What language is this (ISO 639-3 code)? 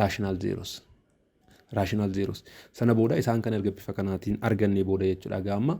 orm